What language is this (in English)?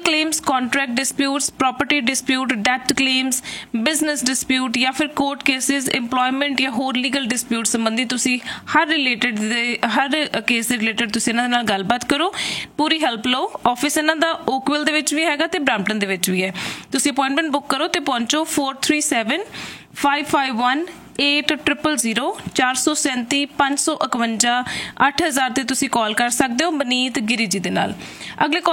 Punjabi